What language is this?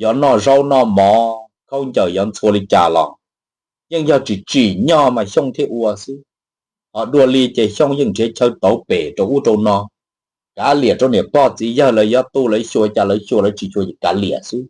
Hmong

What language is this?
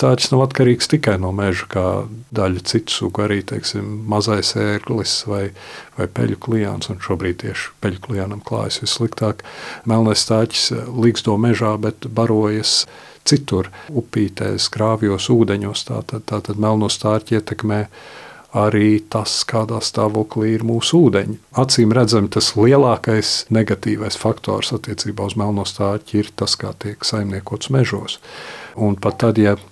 Latvian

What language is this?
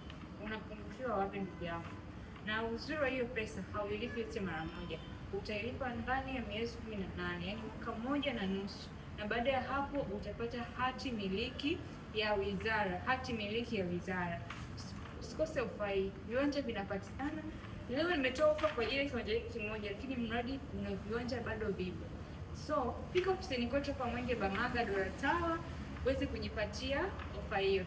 Swahili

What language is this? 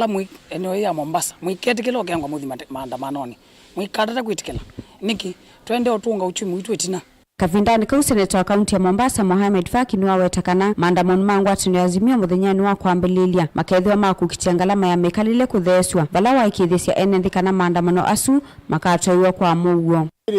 Kamba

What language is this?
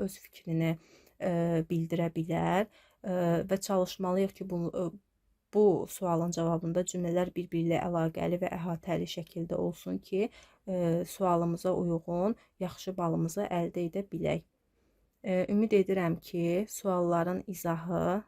Azerbaijani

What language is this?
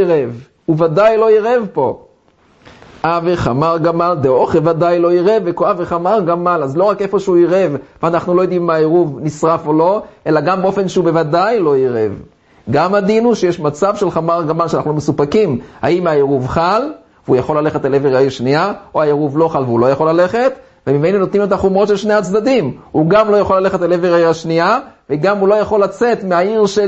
Hebrew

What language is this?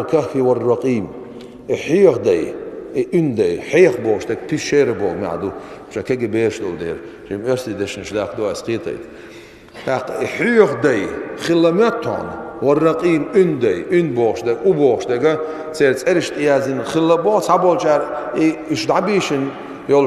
Chechen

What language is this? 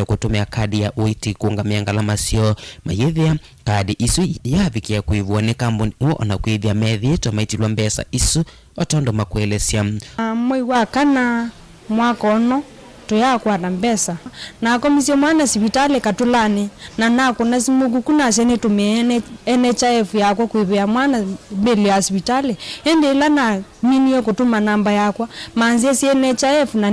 Kamba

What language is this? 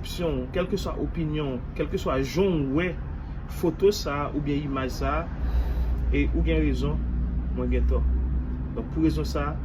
Haitian Creole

